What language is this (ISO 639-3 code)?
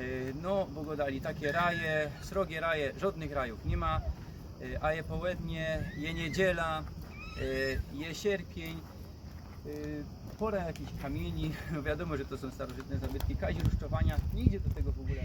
szl